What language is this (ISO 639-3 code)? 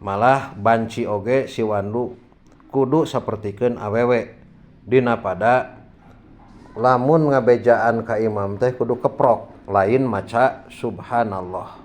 sun